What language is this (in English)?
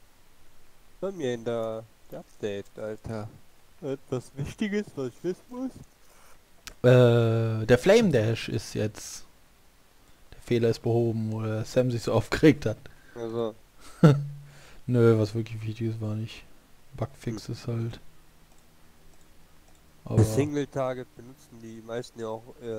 German